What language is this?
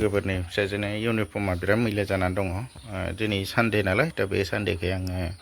Bodo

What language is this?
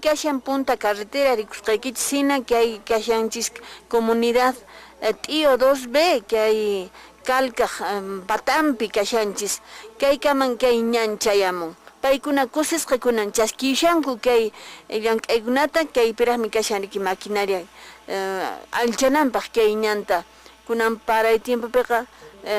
Quechua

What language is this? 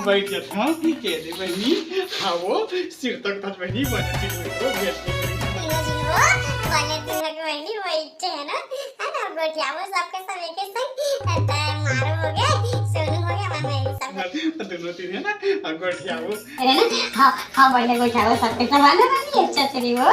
Chhattisgarhi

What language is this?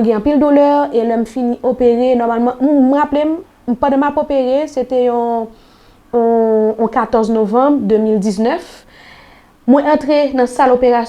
Haitian Creole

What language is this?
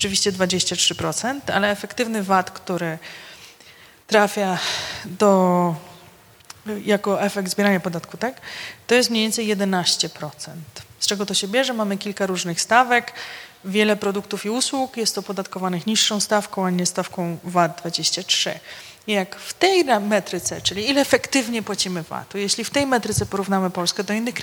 Polish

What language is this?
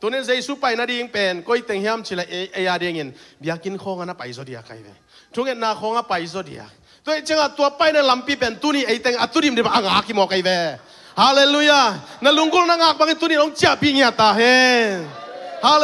Tedim Chin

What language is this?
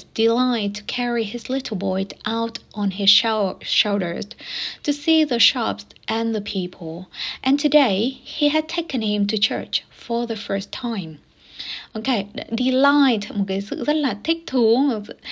Vietnamese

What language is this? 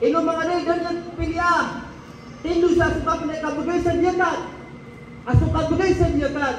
Maranao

